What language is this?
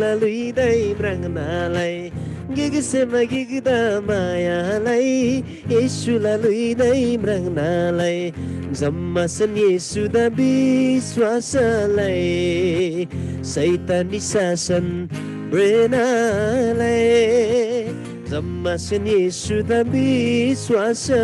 Eastern Tamang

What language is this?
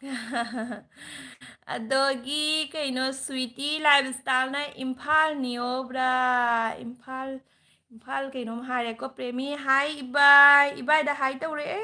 Manipuri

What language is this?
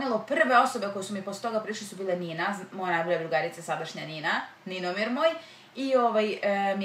Serbian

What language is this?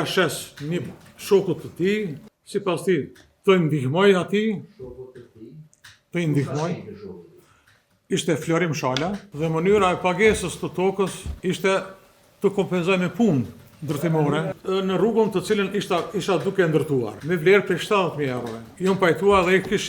Albanian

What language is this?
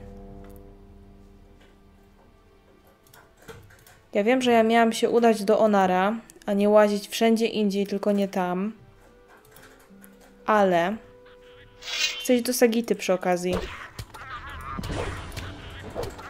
Polish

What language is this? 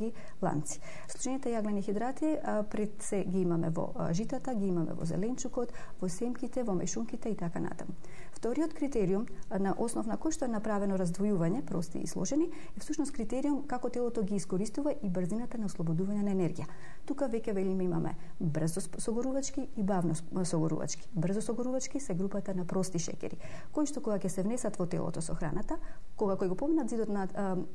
Macedonian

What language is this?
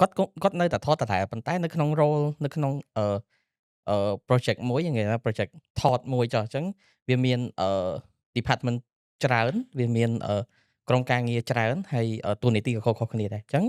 Khmer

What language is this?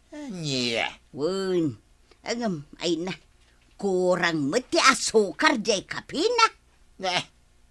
Iloko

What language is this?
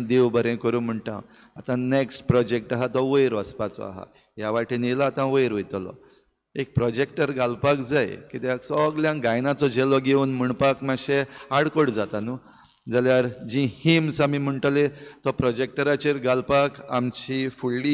Konkani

